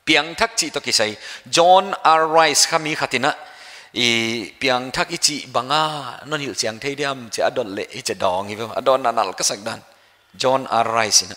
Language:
Paite Chin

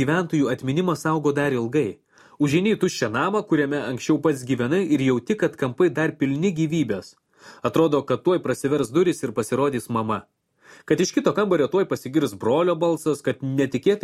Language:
Lithuanian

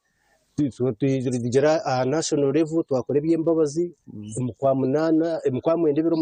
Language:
Nyankole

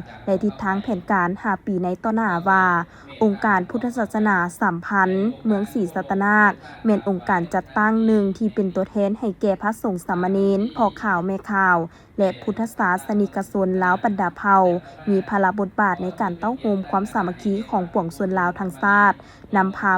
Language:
Lao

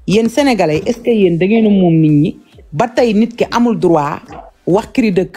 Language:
Wolof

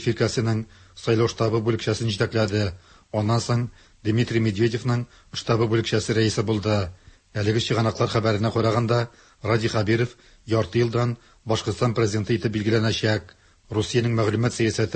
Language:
Tatar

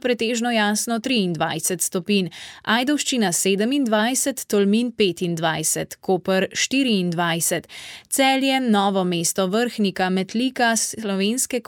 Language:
Slovenian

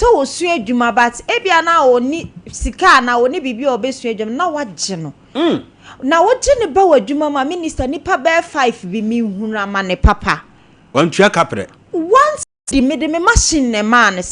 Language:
Akan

